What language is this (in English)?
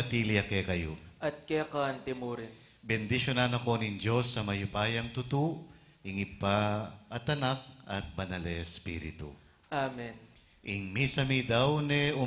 Pampanga